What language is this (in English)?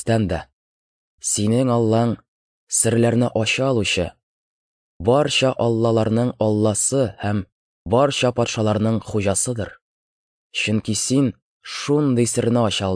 Tatar